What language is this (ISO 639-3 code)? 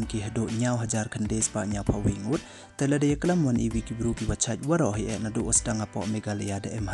pbv